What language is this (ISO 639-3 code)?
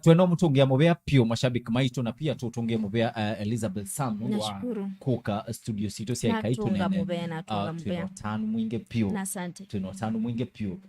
kam